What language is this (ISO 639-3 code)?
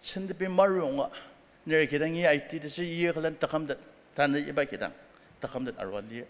njo